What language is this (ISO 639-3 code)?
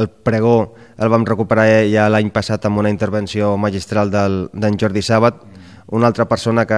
cat